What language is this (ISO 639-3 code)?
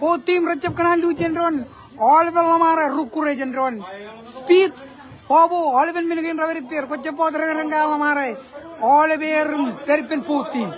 mah